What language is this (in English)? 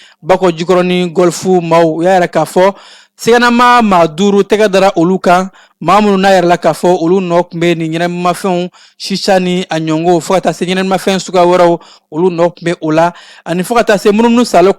Bambara